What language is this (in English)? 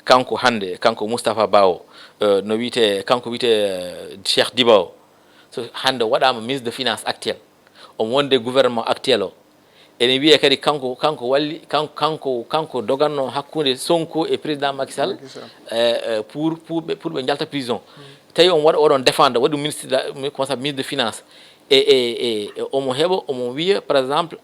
Fula